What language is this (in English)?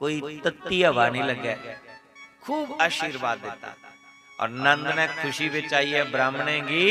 Dogri